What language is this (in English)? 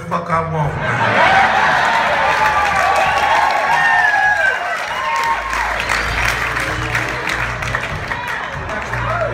English